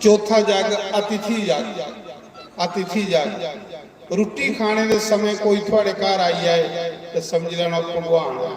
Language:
Dogri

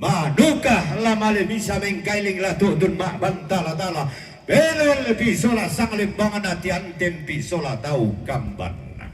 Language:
Toraja-Sa'dan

